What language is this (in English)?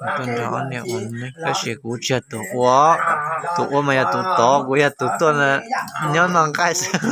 Hmong